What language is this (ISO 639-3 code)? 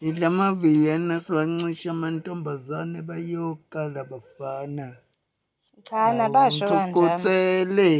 zul